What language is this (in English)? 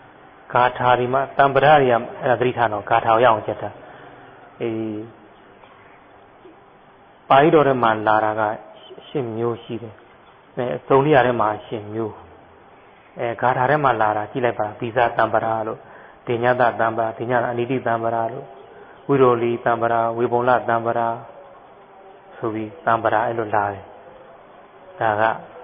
Burmese